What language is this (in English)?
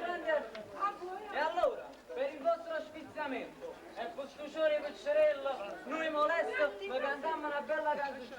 Neapolitan